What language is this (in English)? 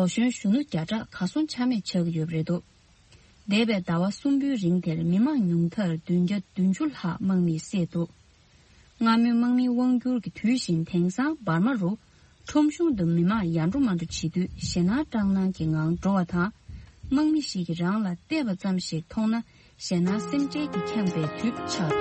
Tibetan